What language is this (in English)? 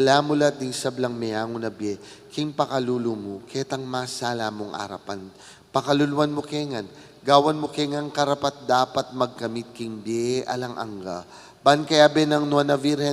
Pampanga